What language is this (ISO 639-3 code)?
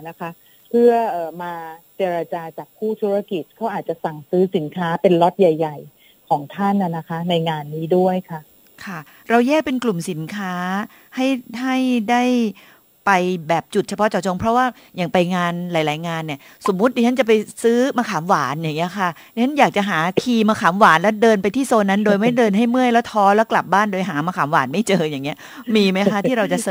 tha